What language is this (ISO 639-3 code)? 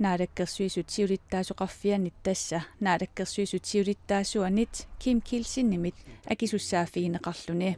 kal